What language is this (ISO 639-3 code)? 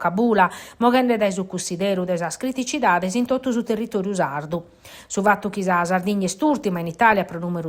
srd